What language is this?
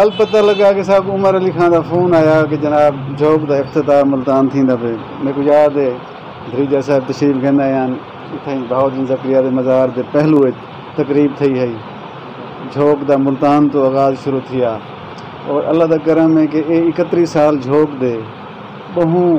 Saraiki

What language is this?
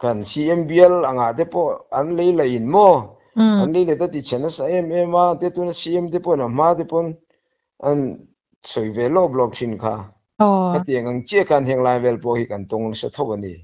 Mizo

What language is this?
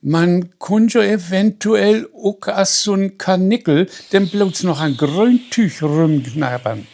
Low German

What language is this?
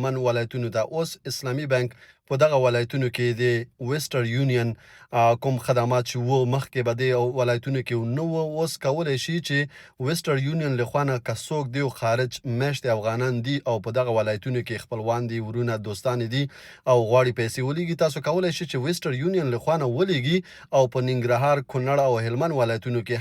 Pashto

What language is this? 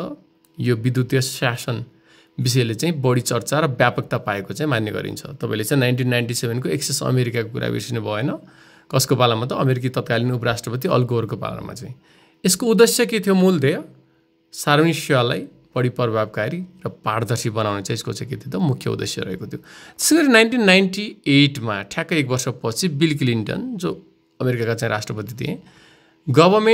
Nepali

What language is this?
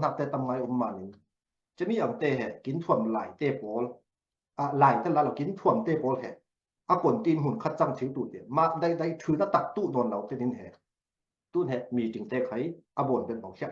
Falam Chin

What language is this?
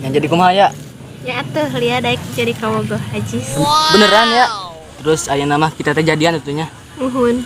Sundanese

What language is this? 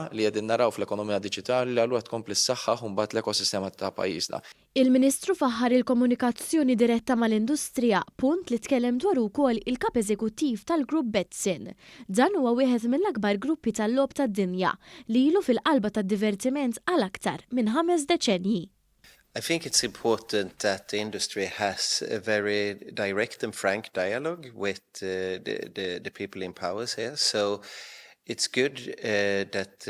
Maltese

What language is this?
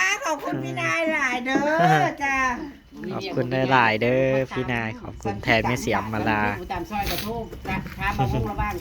Northeastern Thai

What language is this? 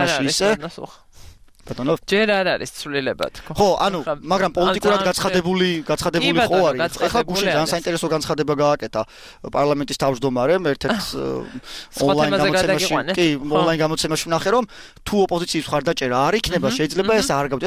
Georgian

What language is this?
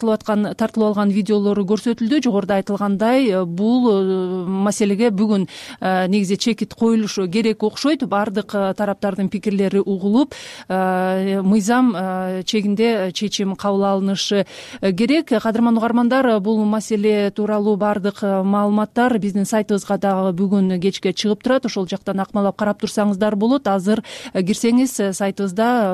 Kyrgyz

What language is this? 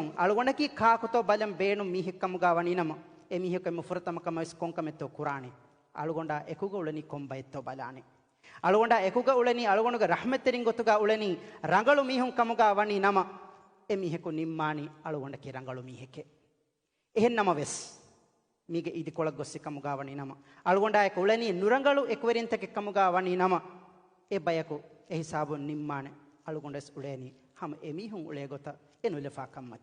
Divehi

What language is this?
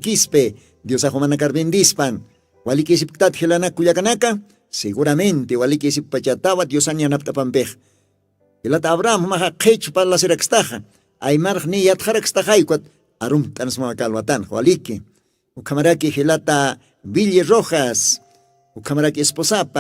Aymara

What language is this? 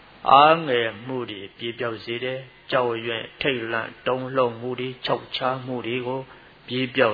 Burmese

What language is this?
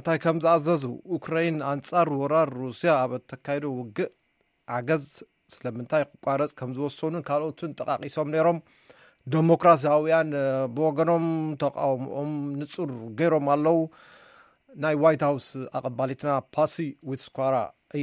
Tigrinya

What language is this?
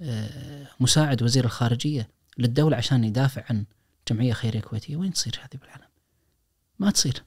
Najdi Arabic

